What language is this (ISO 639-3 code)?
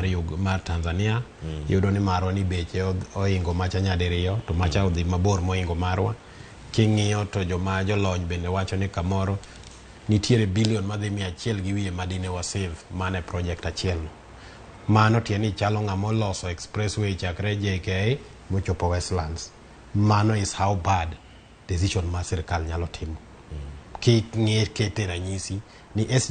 luo